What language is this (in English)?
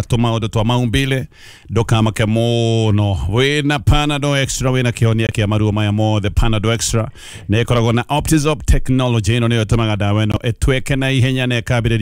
Kikuyu